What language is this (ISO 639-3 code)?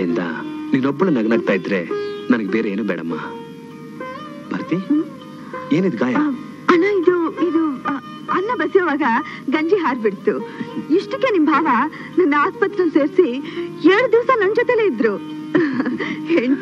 kan